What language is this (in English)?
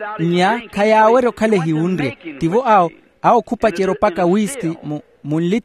Makhuwa